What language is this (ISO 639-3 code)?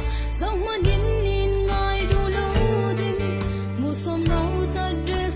cfm